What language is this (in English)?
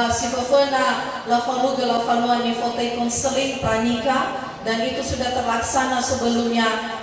Nias